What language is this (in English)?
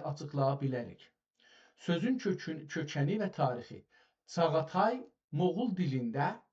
South Azerbaijani